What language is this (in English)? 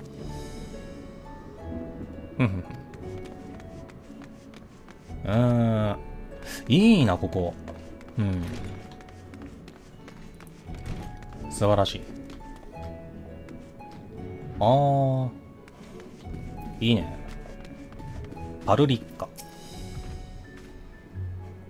Japanese